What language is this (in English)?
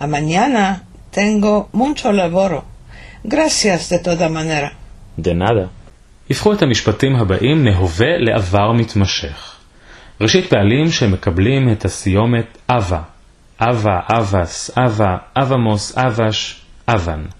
Ladino